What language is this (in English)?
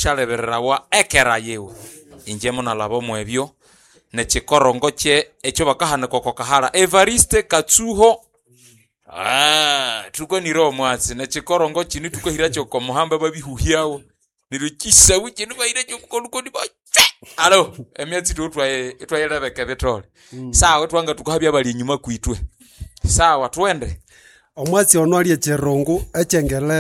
Nande